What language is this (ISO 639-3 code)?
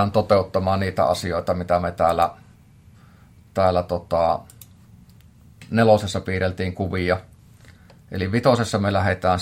fin